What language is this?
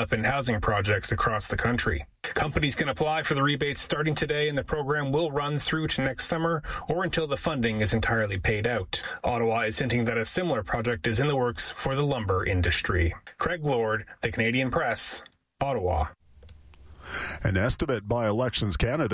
English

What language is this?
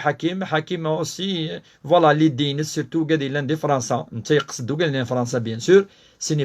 Kabyle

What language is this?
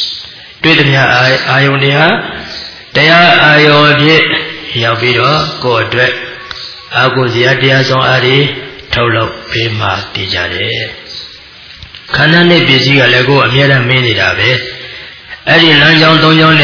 Burmese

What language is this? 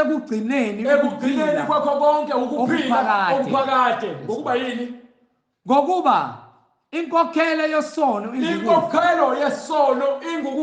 Zulu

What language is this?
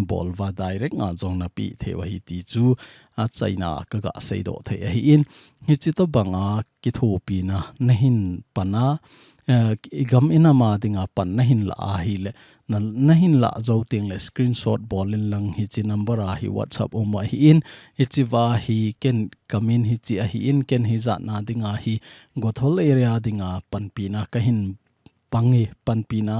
Thado Chin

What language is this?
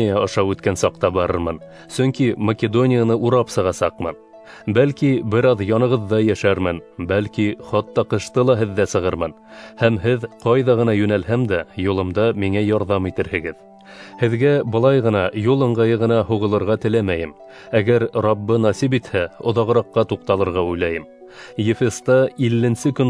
Bashkir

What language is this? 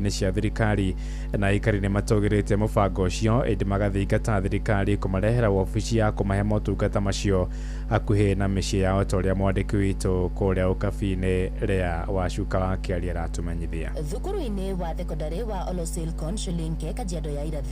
Kikuyu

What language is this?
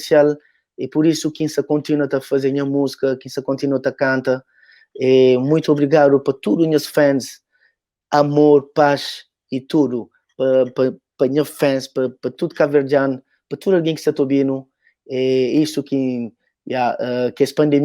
Kabuverdianu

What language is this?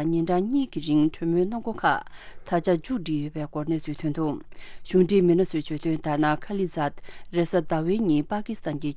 Tibetan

